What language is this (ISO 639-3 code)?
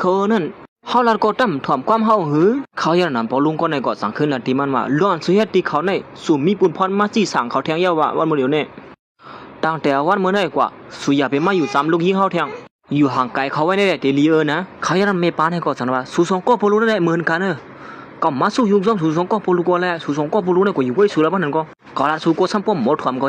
shn